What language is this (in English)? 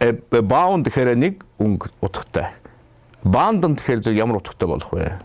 Mongolian